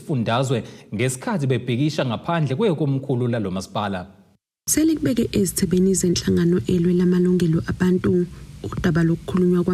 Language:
Zulu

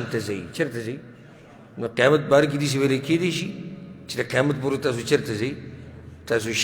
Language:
Pashto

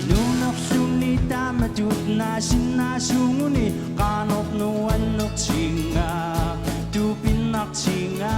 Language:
Kalaallisut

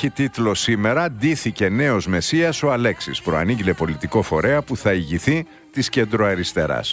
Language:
Greek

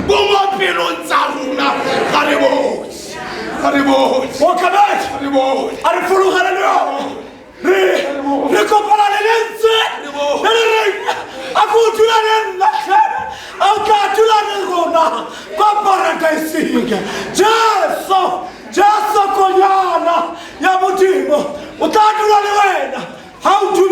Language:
Tswana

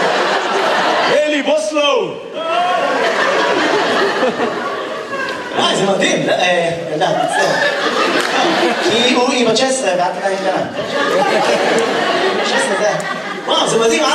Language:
Hebrew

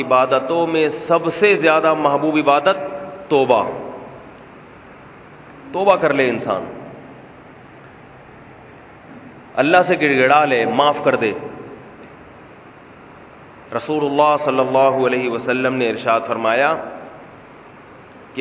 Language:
Urdu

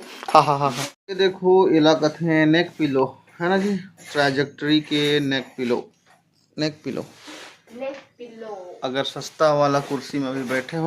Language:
Chhattisgarhi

